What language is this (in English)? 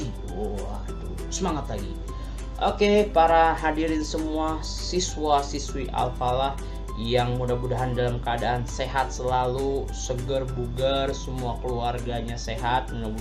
Indonesian